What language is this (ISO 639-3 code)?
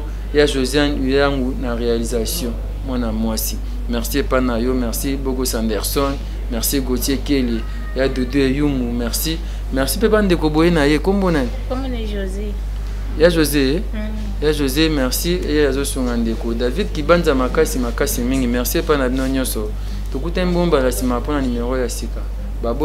lin